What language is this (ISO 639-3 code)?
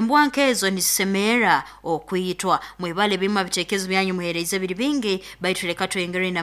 nyo